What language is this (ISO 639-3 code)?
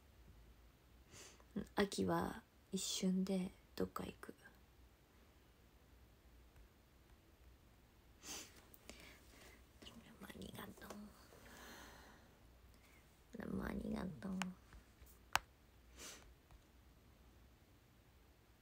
jpn